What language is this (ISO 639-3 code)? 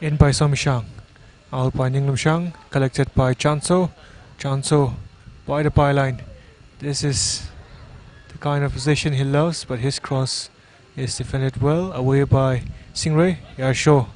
nmf